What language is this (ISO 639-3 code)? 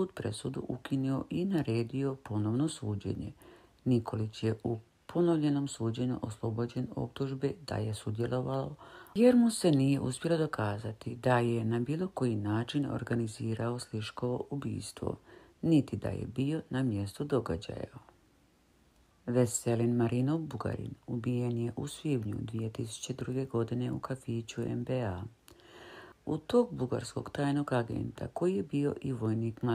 hrv